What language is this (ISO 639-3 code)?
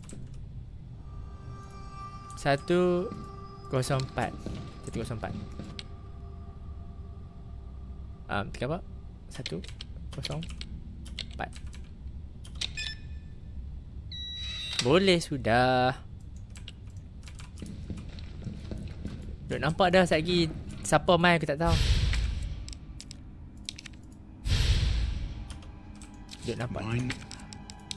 msa